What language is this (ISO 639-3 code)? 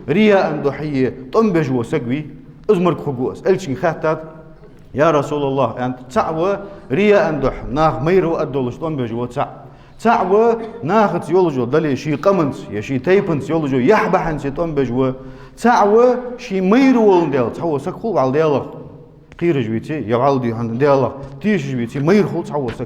inh